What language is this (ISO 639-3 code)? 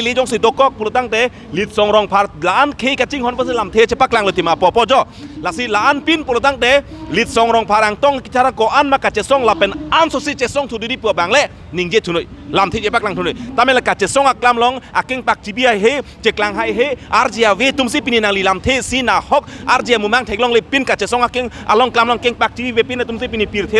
mjw